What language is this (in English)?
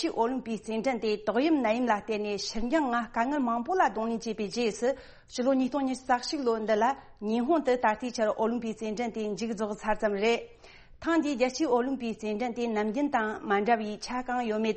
Tibetan